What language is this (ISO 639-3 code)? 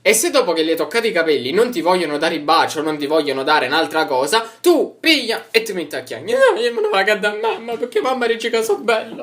nap